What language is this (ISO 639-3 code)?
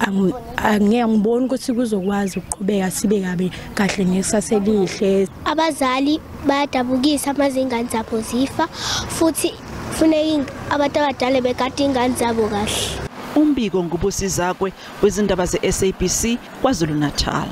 zul